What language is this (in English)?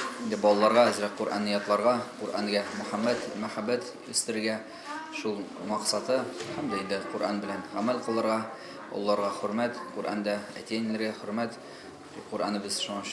Tatar